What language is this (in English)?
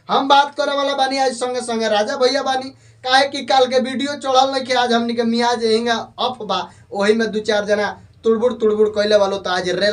Bhojpuri